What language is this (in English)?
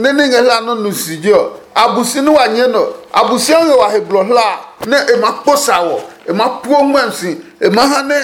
Adangme